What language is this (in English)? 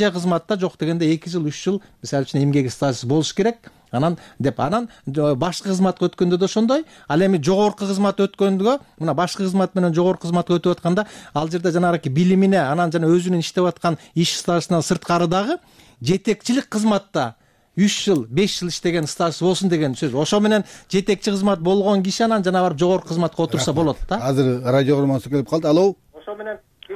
Kyrgyz